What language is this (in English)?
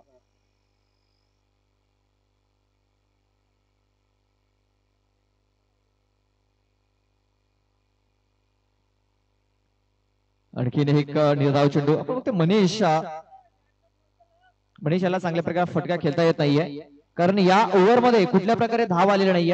Marathi